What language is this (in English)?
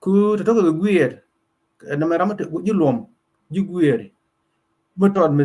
Nuer